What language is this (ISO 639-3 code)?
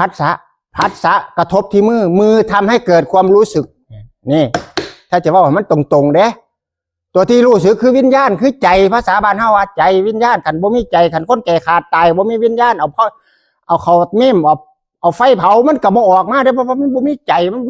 tts